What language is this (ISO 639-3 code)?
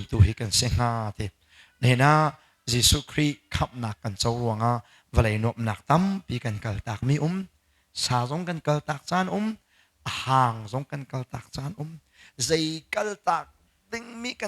cnh